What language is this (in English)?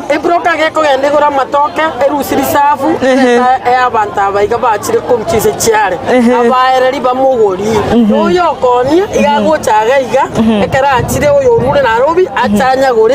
Gusii